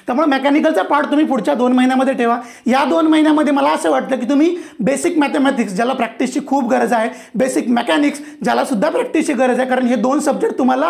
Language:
Marathi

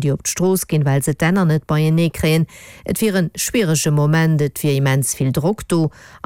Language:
Luxembourgish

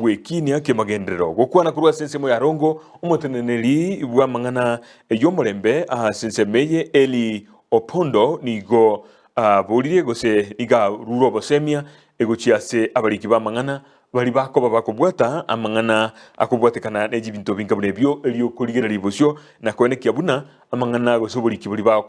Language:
Gusii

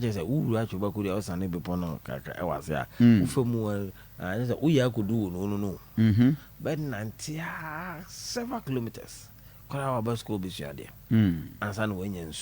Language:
Akan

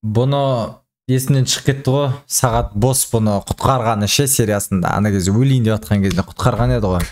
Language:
Kazakh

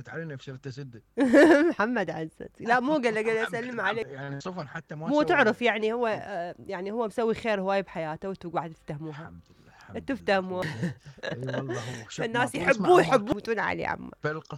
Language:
Mesopotamian Arabic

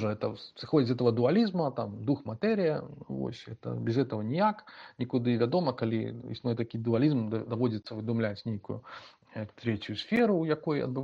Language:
Belarusian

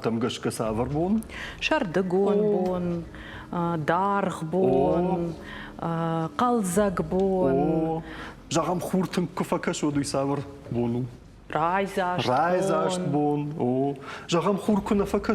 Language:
Ossetic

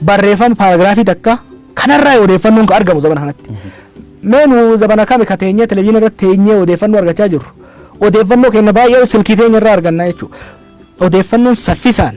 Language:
Oromo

